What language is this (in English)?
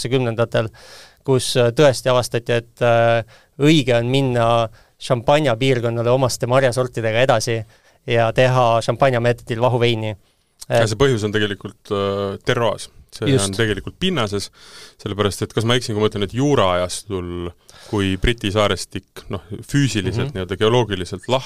Estonian